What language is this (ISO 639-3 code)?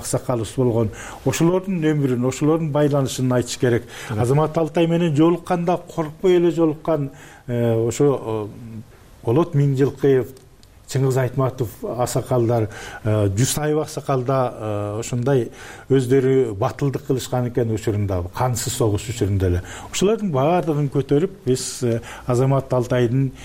kir